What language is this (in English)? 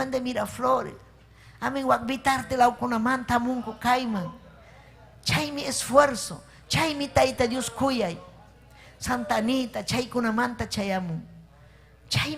Ayacucho Quechua